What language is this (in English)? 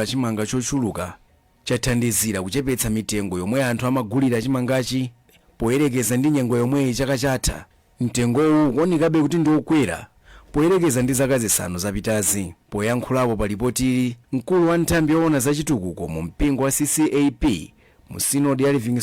Nyanja